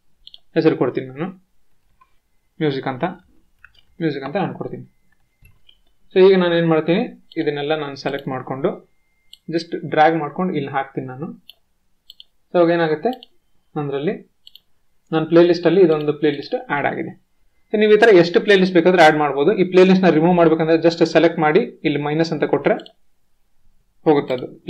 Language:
Kannada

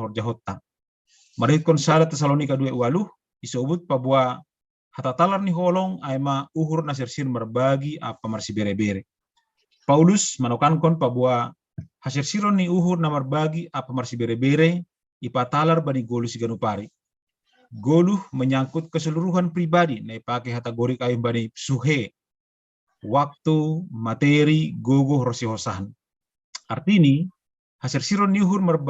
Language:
Batak Simalungun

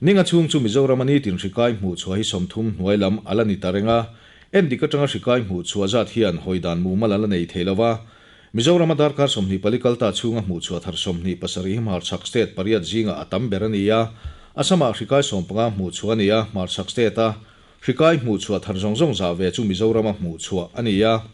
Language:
Mizo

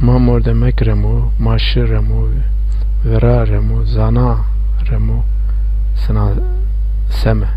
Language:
Zaza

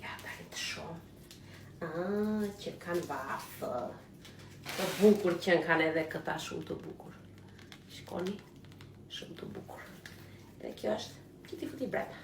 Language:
Albanian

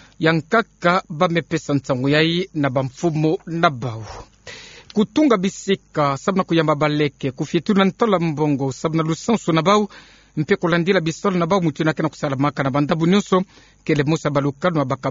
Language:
Kituba (Democratic Republic of Congo)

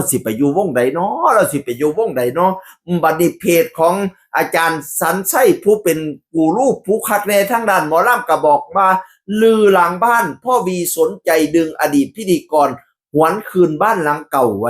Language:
Northeastern Thai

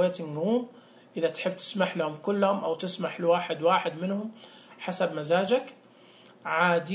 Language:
Najdi Arabic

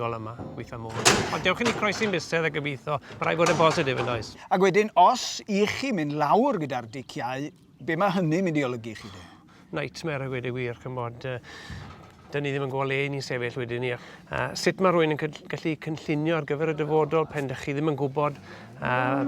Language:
Welsh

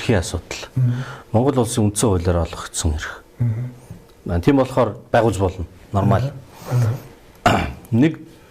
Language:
Mongolian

